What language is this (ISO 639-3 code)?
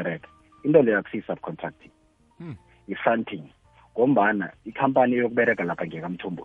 nbl